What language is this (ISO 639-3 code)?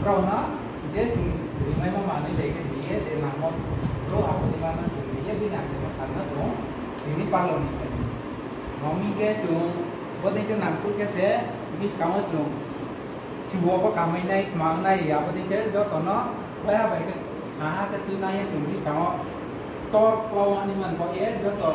ria